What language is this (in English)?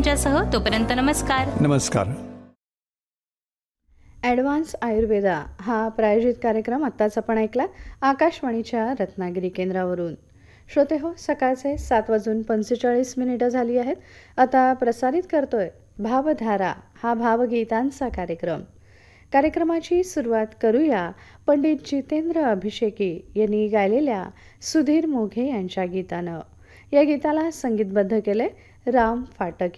Marathi